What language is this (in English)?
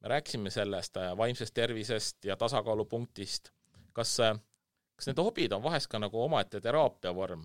Estonian